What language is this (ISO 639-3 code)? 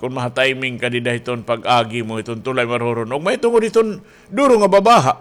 war